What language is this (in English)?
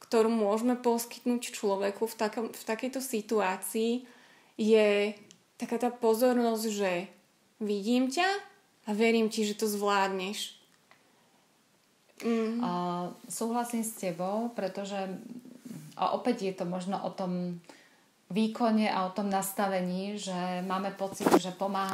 Slovak